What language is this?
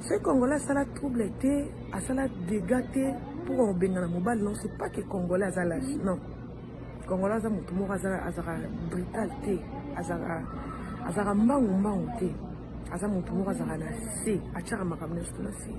Lingala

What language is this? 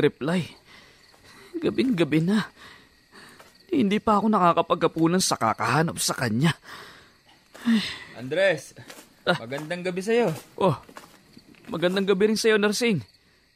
Filipino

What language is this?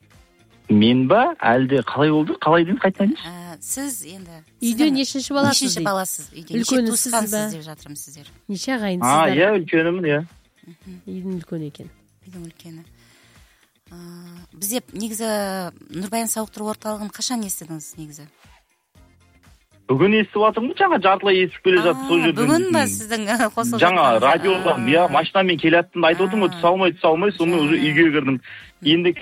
Kazakh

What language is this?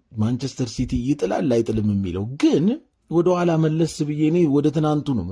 Amharic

